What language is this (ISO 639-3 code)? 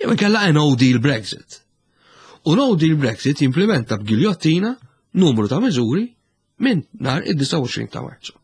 mlt